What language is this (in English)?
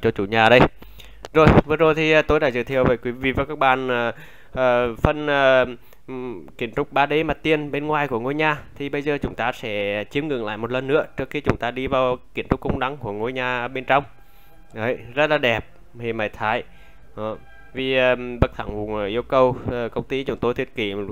Vietnamese